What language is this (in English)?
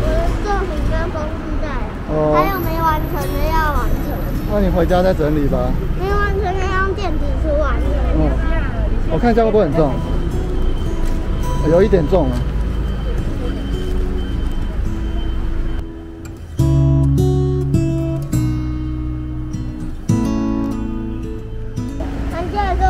Chinese